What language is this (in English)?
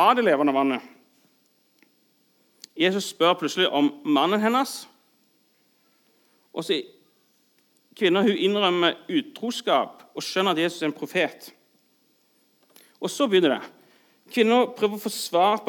Norwegian